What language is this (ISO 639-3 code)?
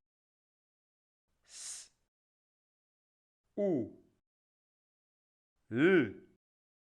nya